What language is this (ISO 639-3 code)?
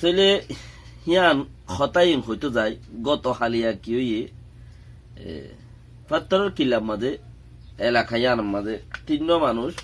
rhg